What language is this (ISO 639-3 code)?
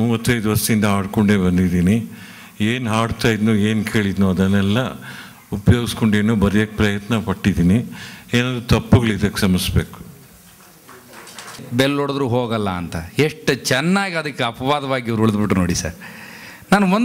kan